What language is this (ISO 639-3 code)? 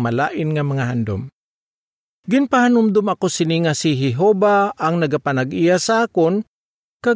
hil